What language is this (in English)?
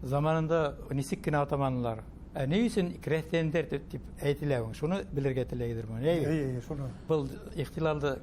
Bashkir